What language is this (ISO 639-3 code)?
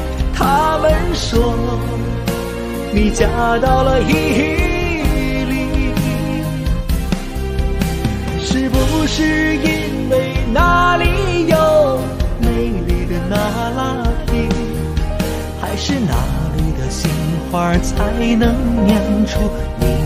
zho